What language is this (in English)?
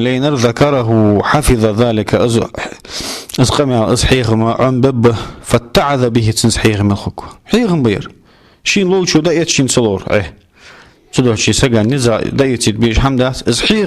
Ingush